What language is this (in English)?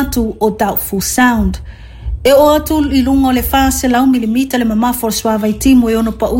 Samoan